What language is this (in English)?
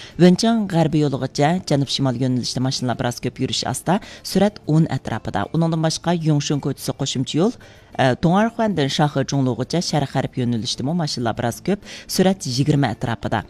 Uyghur